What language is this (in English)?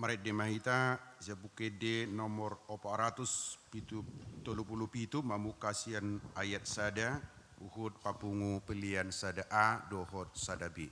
Batak Toba